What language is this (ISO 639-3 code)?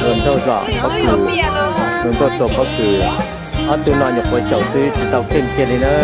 hmn